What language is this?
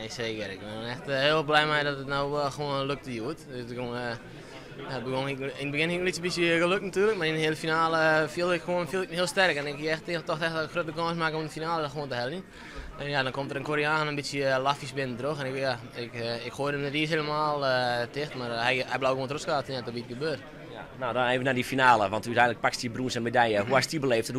Western Frisian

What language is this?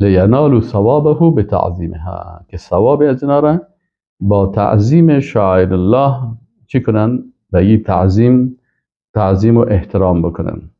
Persian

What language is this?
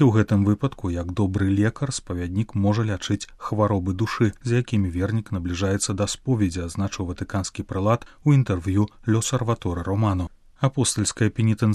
Belarusian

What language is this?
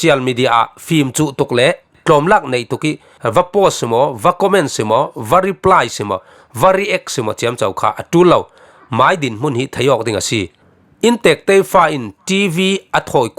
Falam Chin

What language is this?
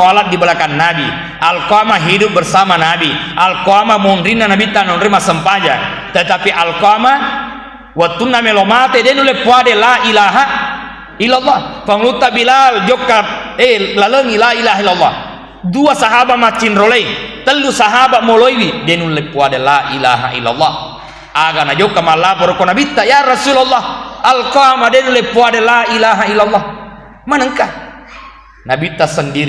Buginese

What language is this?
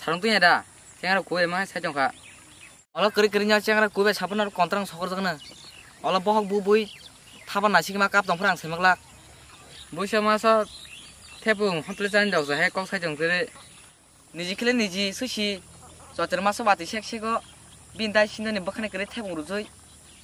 Kok Borok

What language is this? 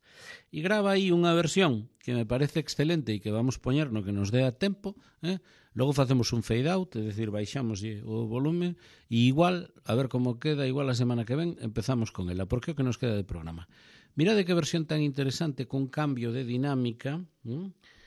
Galician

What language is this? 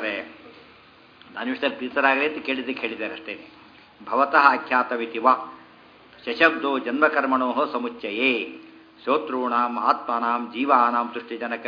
Kannada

